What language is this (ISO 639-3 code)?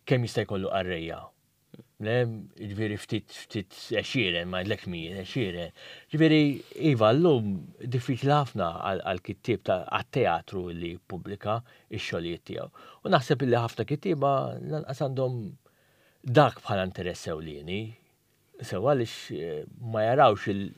mlt